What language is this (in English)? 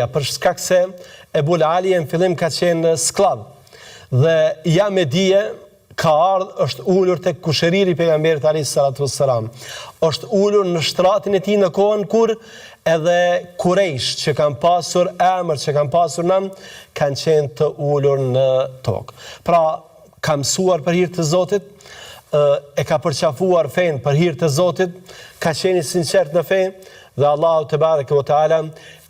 Albanian